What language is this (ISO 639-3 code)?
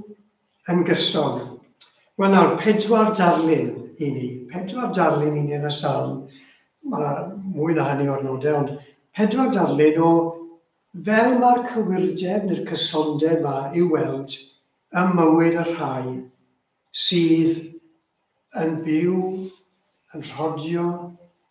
cym